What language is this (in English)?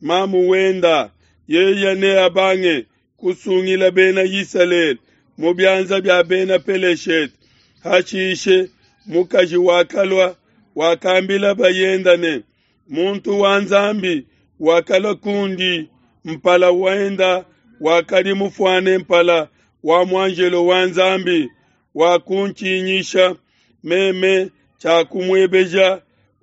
Luba-Lulua